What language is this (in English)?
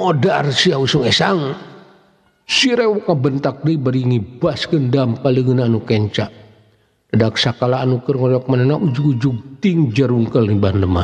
Sundanese